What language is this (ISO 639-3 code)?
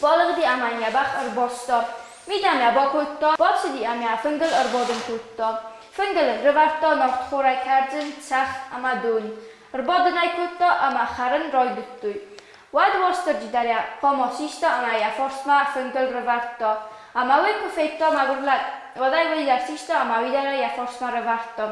oss